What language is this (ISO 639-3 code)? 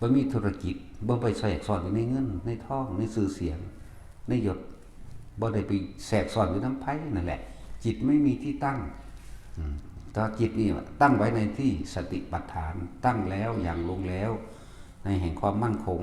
tts